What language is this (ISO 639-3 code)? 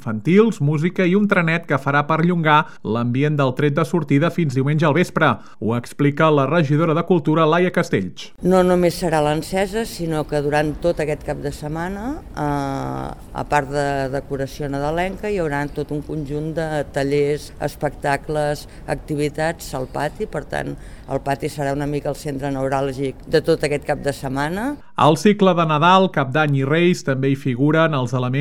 cat